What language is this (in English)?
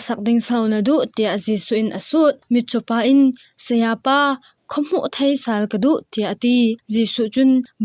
Falam Chin